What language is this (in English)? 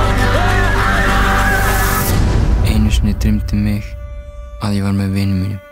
Icelandic